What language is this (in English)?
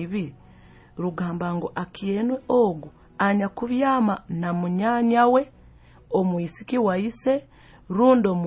Nyoro